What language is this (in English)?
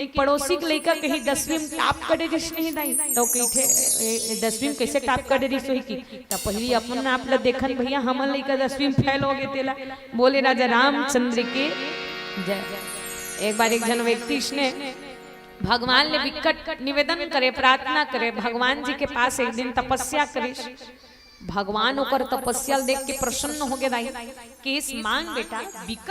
Chhattisgarhi